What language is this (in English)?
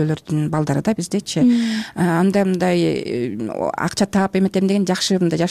Kyrgyz